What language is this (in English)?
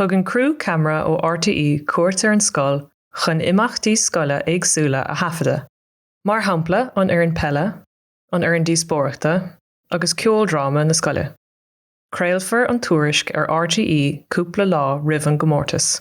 Irish